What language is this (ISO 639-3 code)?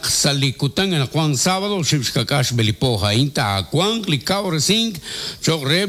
kek